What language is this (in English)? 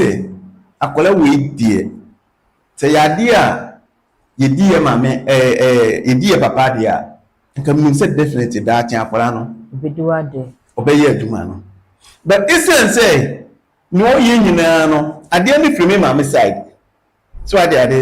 Akan